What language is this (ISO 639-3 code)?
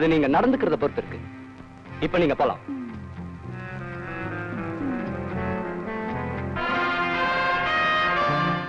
tam